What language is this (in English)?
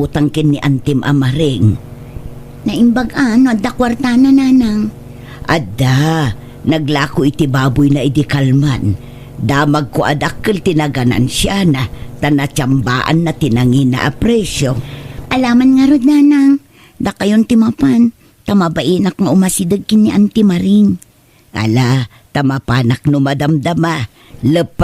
Iloko